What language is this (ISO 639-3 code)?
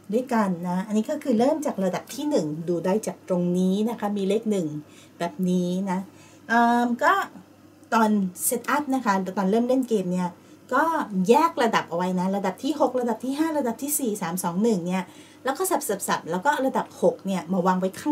tha